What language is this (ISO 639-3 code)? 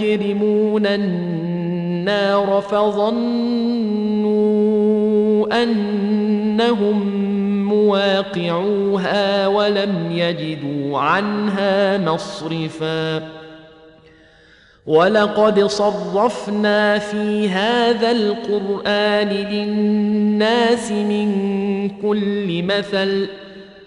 ara